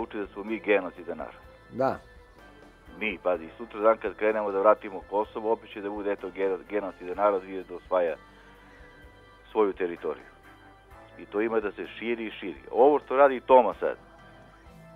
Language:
Serbian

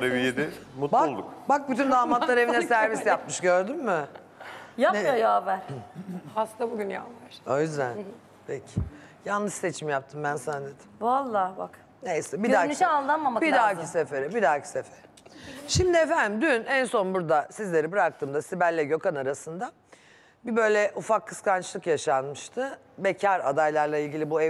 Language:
Turkish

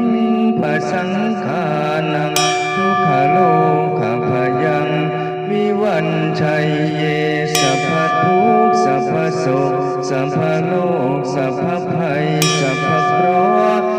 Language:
Pali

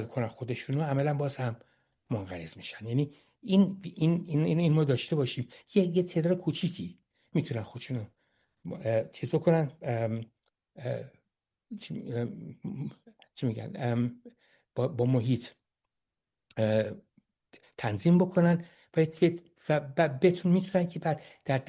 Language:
Persian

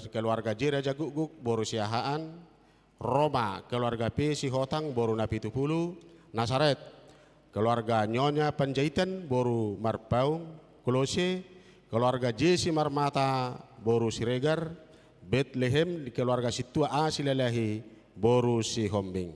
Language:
Batak Toba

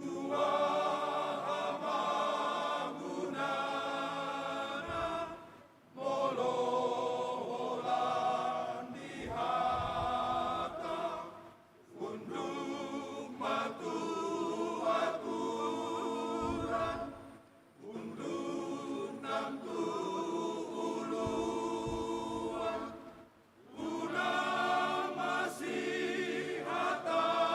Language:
Batak Toba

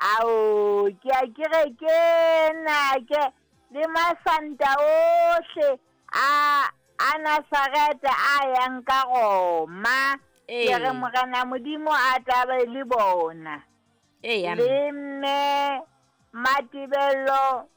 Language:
Southern Sotho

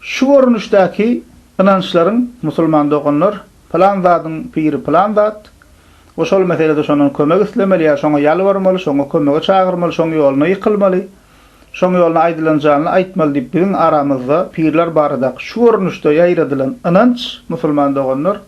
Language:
Turkmen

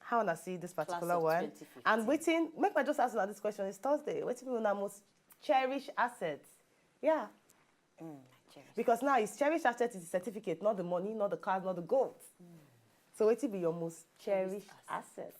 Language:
Nigerian Pidgin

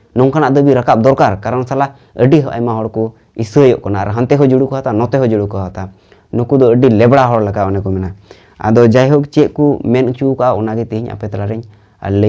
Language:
Santali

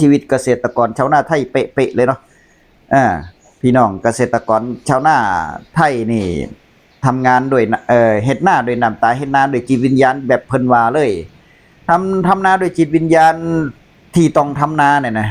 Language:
Northeastern Thai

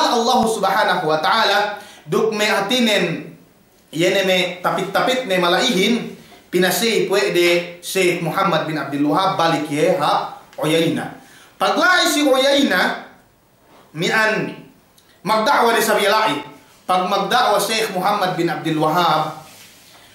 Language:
Yakan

